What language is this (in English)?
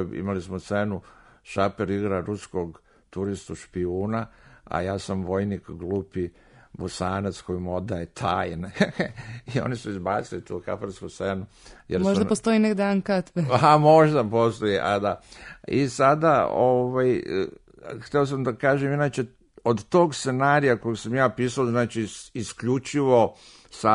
Serbian